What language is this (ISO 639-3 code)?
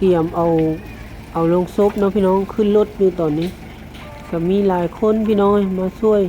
lao